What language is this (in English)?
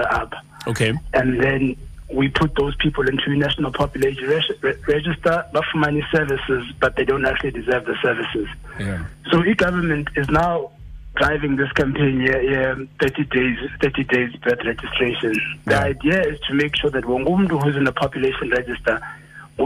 Xhosa